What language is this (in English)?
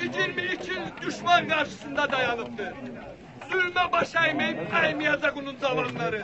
South Azerbaijani